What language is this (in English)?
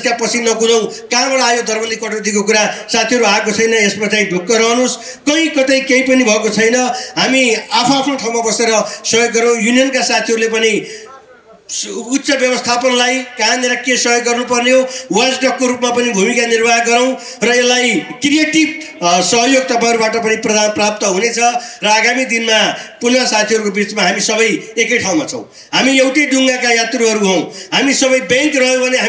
Nepali